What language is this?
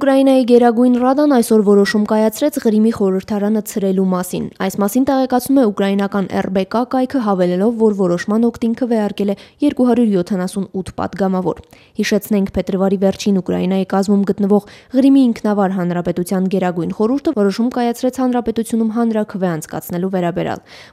Armenian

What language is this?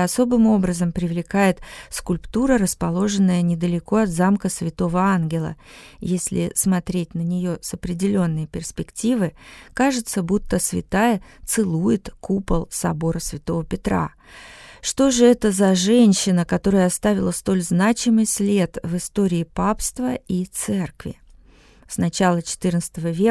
Russian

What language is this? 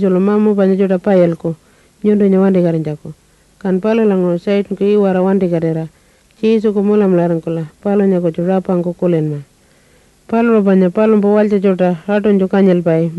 Pitjantjatjara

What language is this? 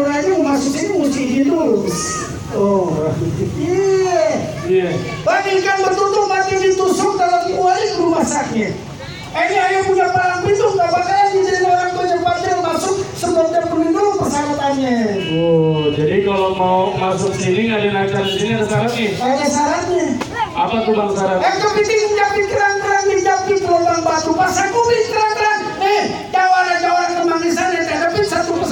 Betawi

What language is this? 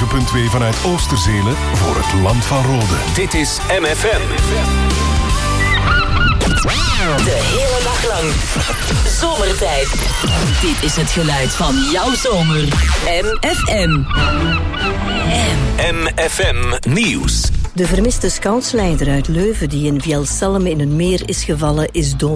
Dutch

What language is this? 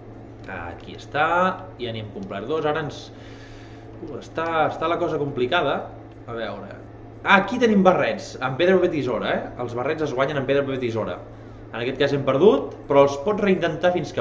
Catalan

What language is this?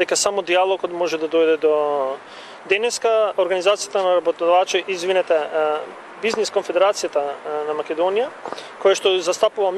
Macedonian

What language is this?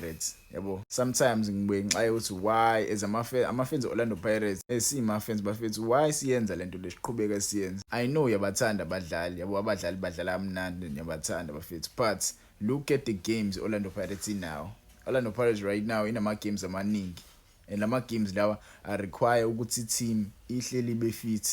Zulu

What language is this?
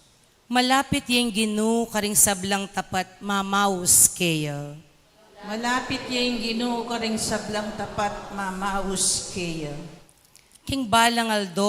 Pampanga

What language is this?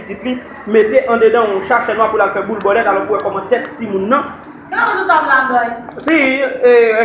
Haitian Creole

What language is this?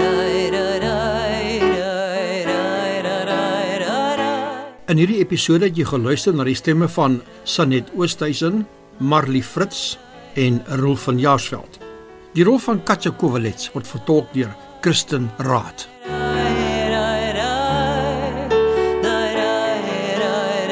Afrikaans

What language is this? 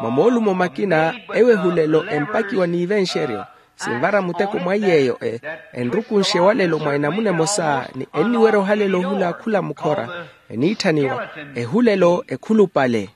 Makhuwa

